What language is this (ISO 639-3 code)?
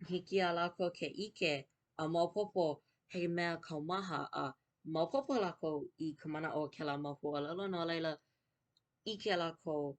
haw